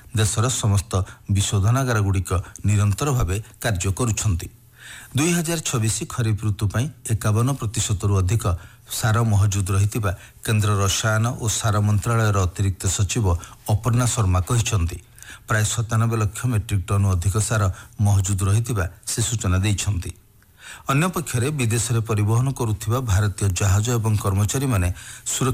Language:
Odia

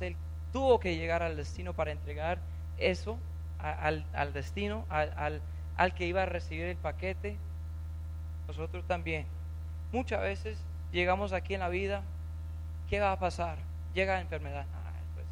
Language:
Spanish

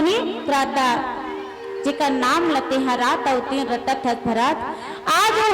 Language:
Chhattisgarhi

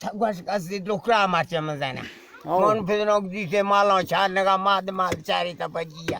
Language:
Eastern Balochi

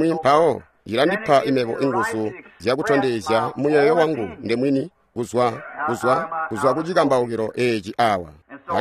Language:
Tonga (Zambia)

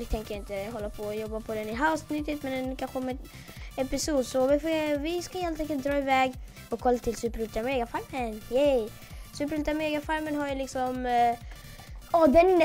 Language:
Swedish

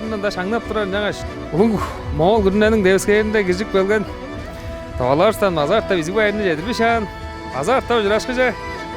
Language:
Tuvinian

